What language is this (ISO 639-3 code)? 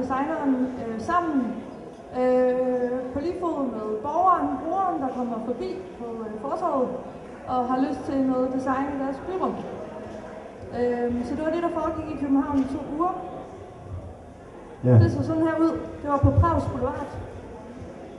dan